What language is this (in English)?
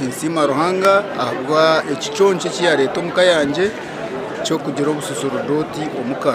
Nyankole